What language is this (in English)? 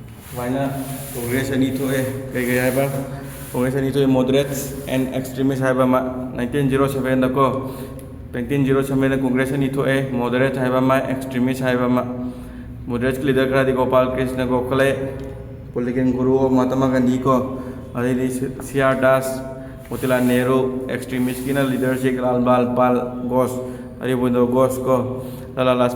Manipuri